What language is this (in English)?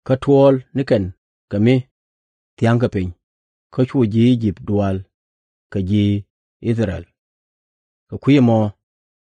Nuer